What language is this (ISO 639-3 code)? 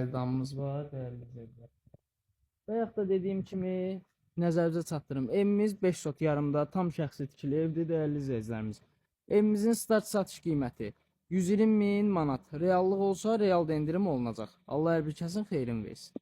aze